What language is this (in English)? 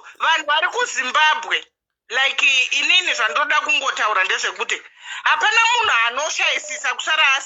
Shona